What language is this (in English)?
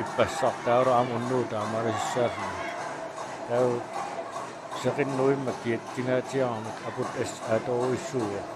Kalaallisut